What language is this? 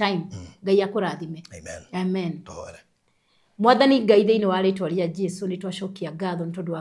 Kikuyu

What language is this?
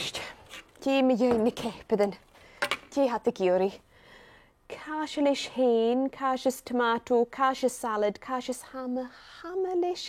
Scottish Gaelic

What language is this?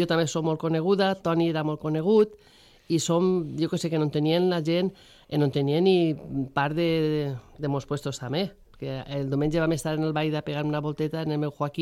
Catalan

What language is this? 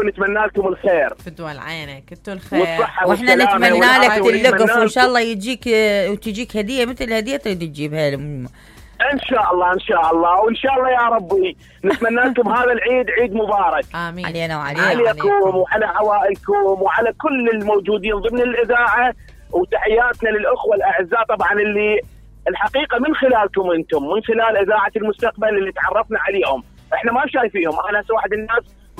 Mesopotamian Arabic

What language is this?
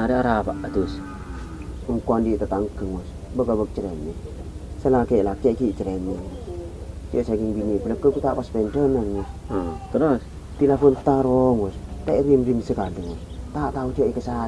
Madurese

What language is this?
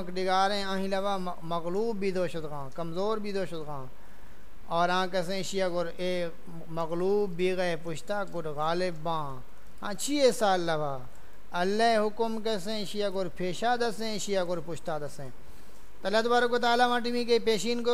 Saraiki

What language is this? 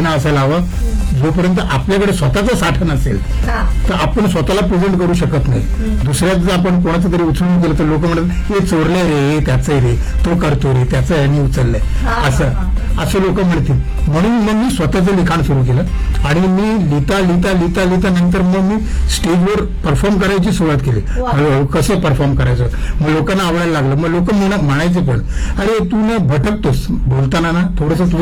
Marathi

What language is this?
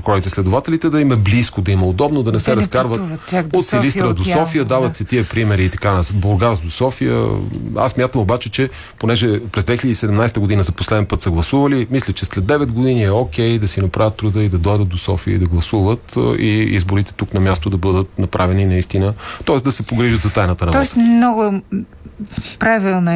Bulgarian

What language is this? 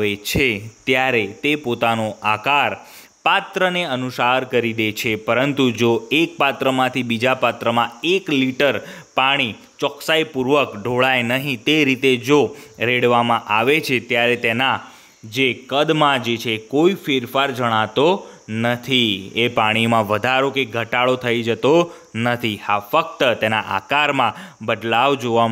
Gujarati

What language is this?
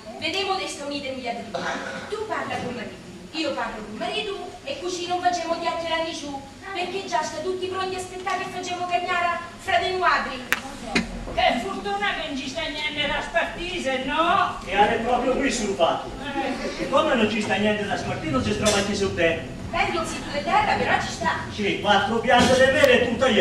Sicilian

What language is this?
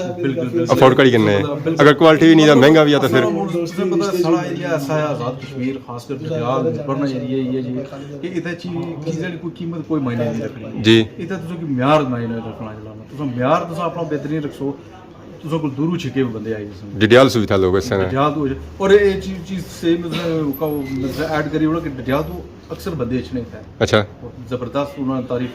Pahari-Potwari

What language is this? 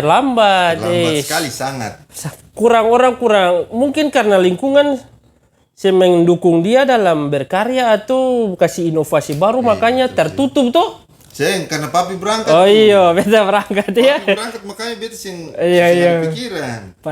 Ambonese Malay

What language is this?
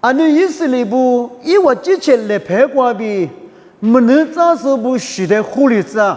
Lisu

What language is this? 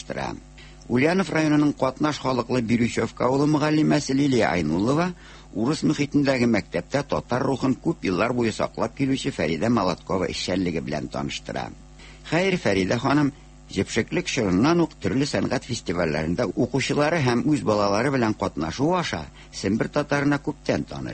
Tatar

